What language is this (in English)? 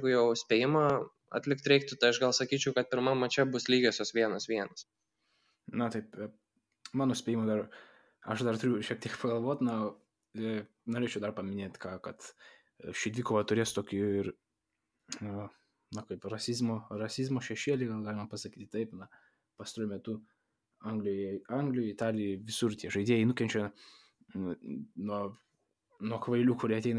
Lithuanian